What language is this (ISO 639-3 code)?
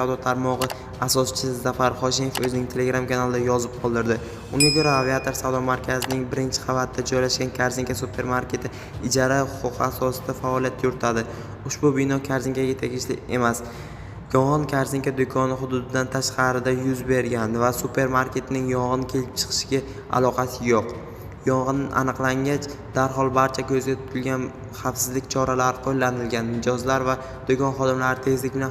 uzb